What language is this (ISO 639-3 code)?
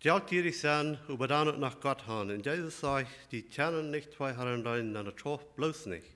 pdt